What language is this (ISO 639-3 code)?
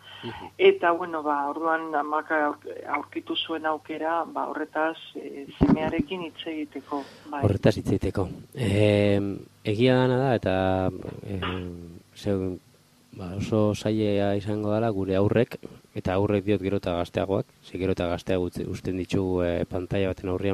eus